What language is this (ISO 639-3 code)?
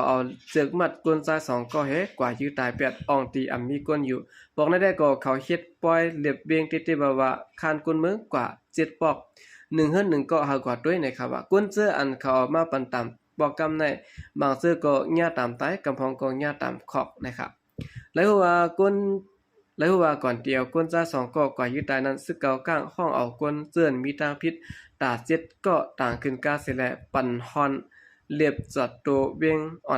shn